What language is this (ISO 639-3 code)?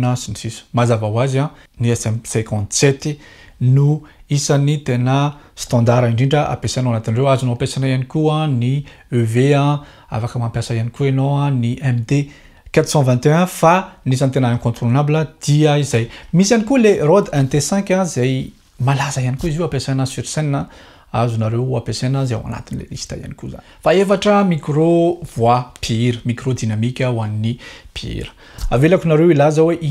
mlg